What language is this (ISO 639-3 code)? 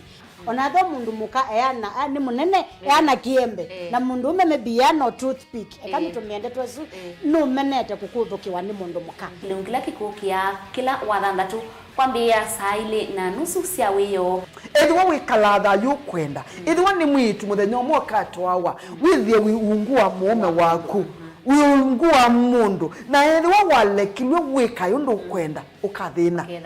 kam